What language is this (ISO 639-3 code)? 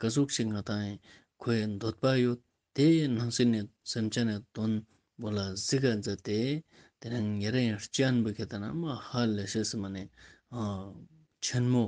lbj